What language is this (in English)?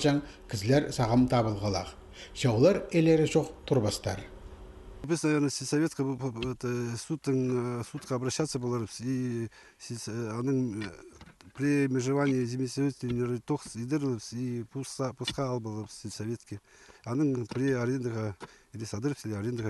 Khakas